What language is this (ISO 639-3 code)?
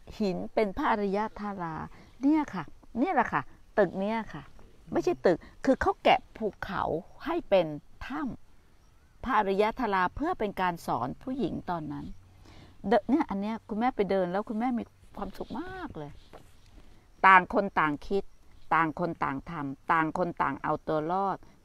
tha